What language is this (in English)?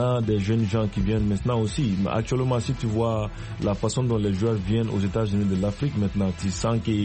French